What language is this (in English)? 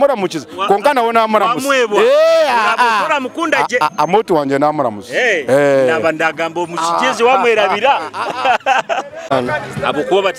Nyoro